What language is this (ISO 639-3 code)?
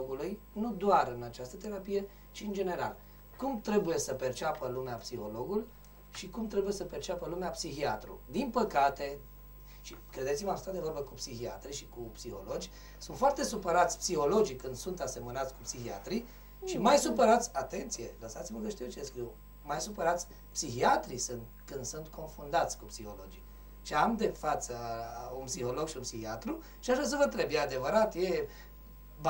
ron